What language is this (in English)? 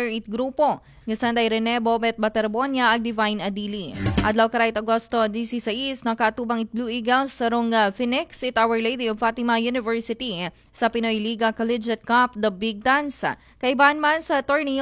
Aklanon